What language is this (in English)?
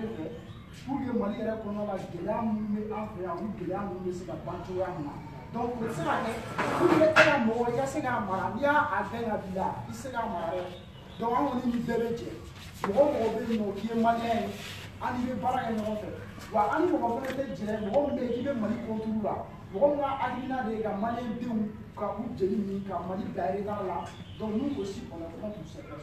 Bambara